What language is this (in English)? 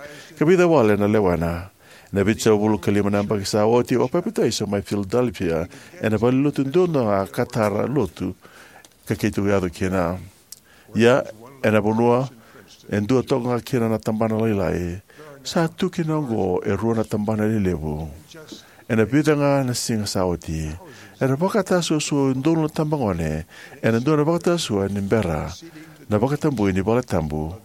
Fijian